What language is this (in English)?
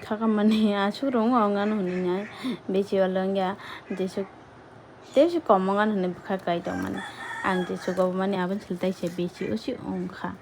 Kok Borok